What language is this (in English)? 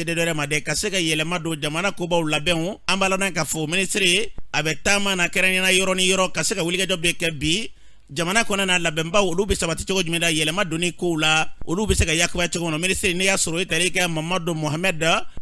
Bambara